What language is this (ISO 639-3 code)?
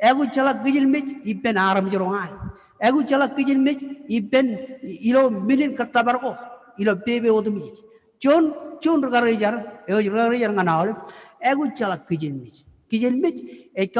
mah